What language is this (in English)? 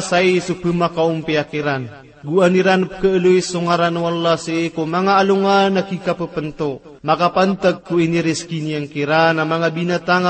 Maranao